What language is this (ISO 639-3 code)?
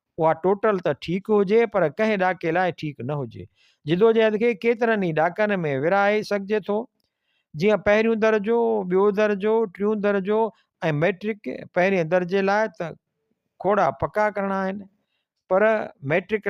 snd